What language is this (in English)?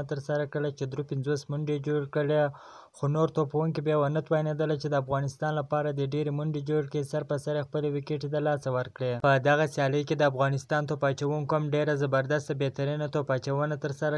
Pashto